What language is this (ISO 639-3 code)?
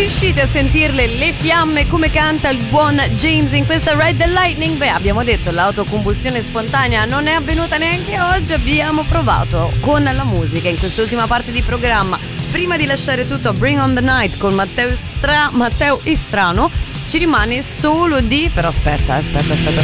ita